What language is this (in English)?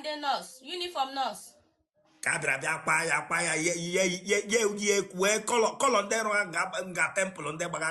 Igbo